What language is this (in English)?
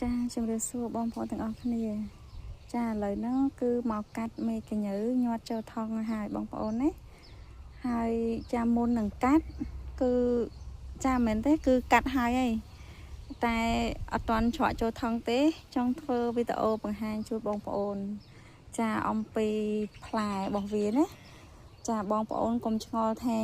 Khmer